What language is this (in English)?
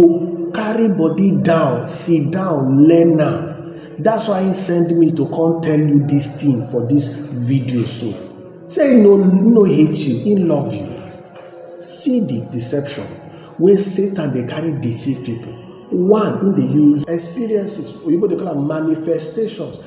Nigerian Pidgin